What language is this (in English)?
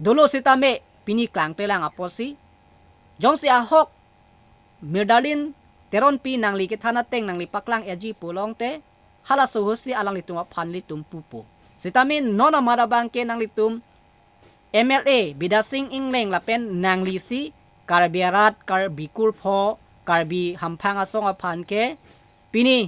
Karbi